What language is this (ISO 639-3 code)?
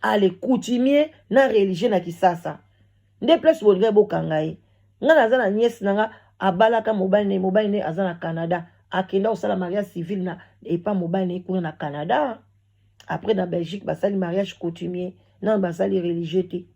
lin